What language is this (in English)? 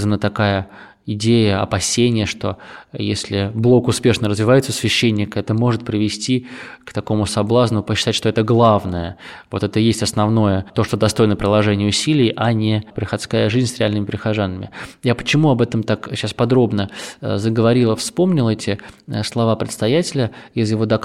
Russian